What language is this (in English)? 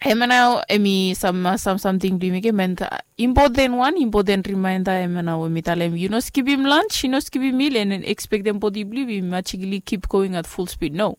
Bislama